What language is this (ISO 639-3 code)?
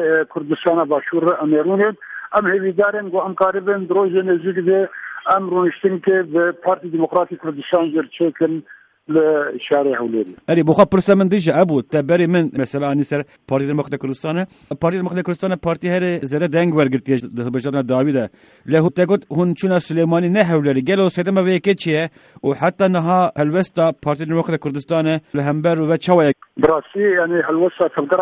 kur